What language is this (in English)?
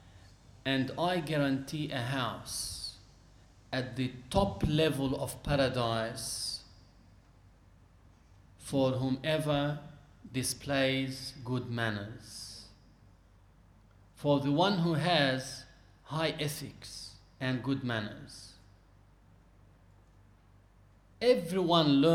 English